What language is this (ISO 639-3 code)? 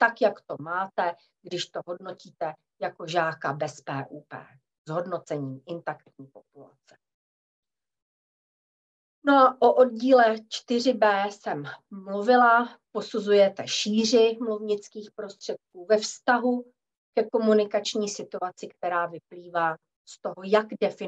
ces